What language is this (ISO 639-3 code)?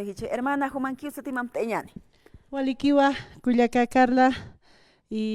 aym